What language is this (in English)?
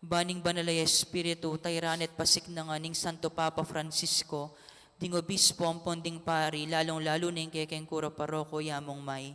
Pampanga